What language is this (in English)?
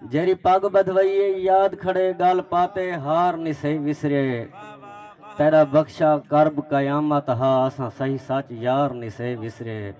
Saraiki